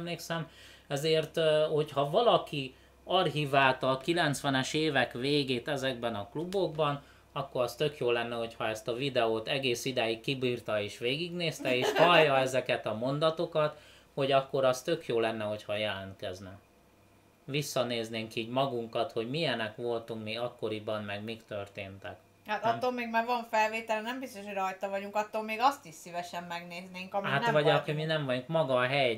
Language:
Hungarian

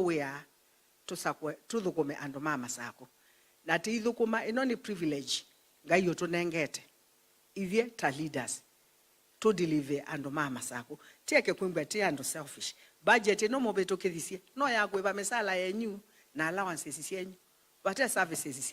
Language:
Kamba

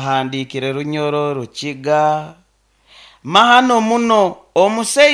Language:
Nyankole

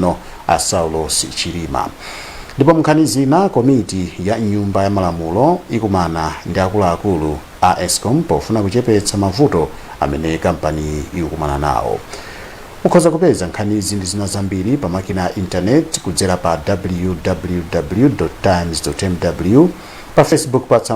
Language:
Nyanja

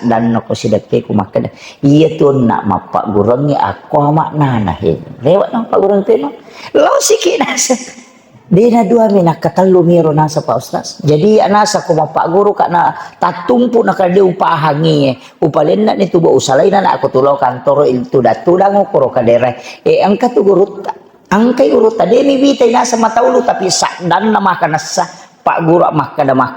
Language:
Buginese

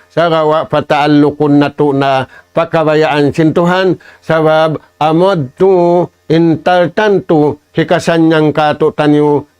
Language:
Tausug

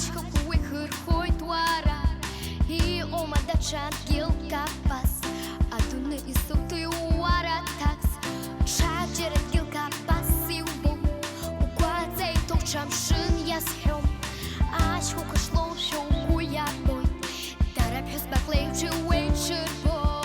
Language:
Abkhazian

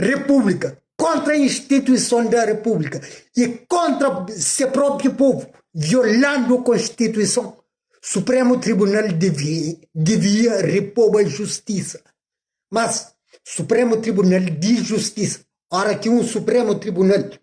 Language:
Kabuverdianu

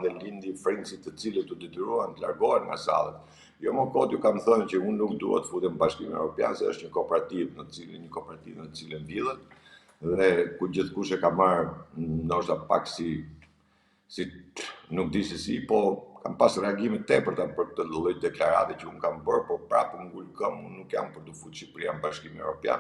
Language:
Albanian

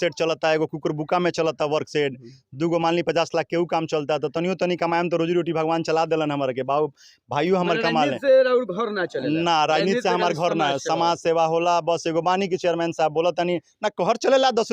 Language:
Bhojpuri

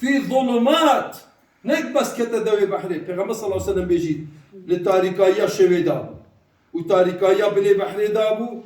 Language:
Kurdish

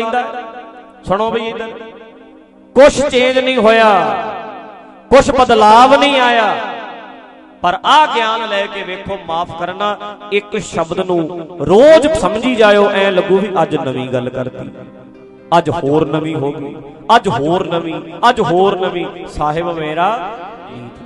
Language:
Punjabi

